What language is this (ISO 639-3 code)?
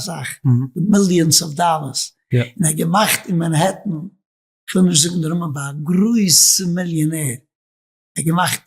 yid